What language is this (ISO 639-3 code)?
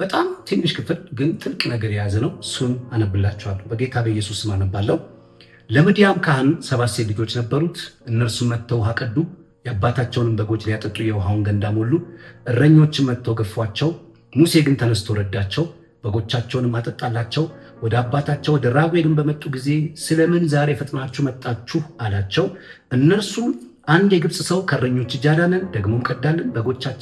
amh